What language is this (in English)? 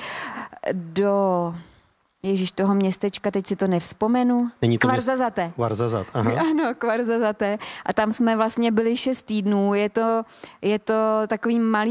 Czech